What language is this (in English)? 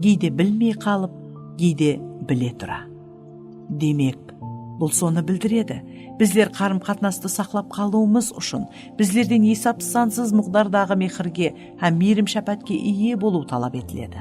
Kara-Kalpak